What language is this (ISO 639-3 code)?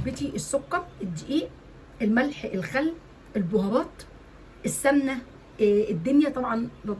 arz